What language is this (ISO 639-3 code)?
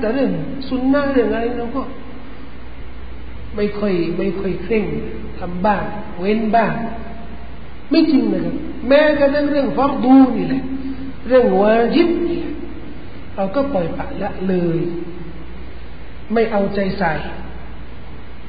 tha